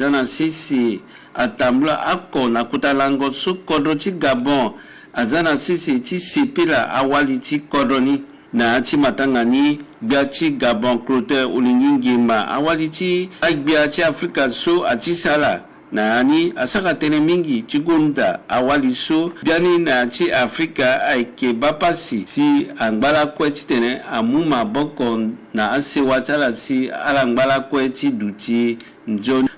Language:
Sango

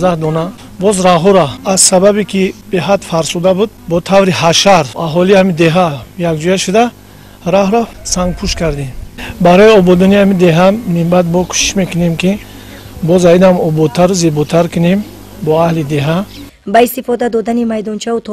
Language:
Tajik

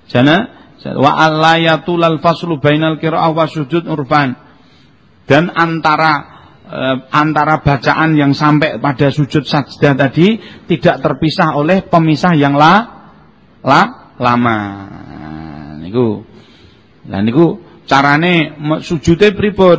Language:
Javanese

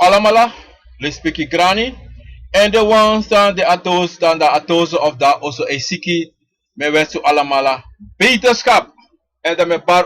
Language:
Sranan Tongo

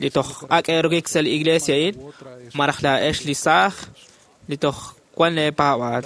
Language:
Kekchí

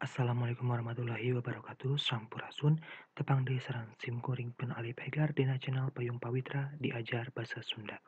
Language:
Sundanese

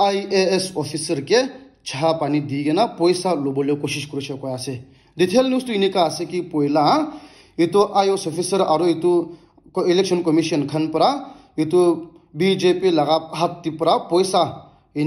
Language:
Naga Pidgin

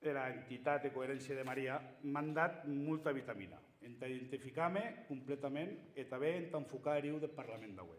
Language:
Occitan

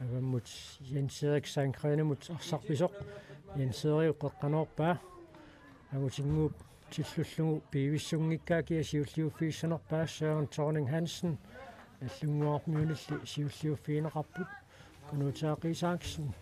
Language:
Kalaallisut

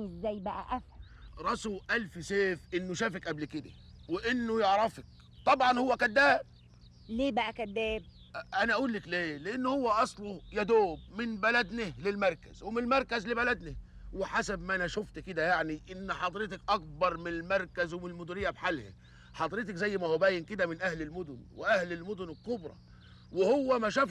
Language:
Egyptian Arabic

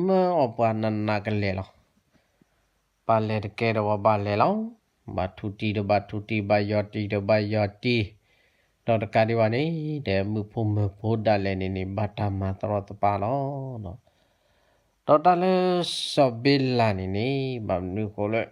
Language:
S'gaw Karen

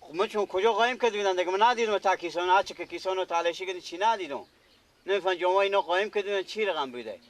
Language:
Persian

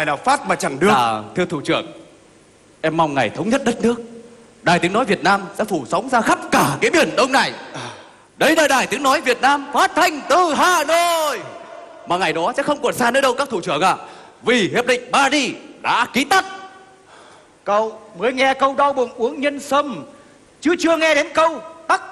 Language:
Vietnamese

